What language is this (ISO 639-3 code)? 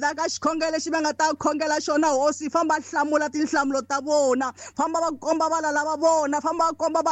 tso